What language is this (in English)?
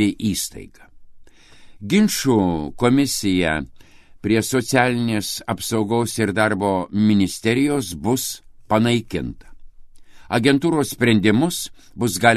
Lithuanian